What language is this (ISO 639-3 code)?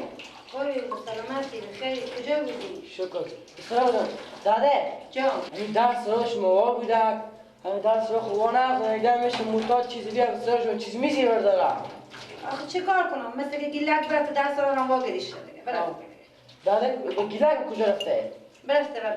fas